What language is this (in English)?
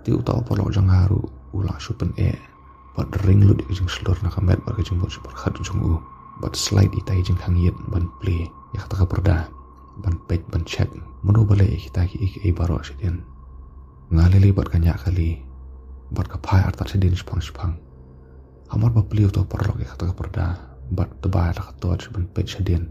Khasi